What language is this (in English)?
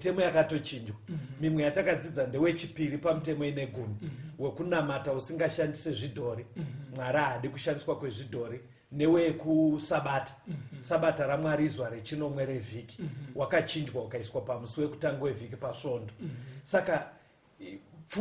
Shona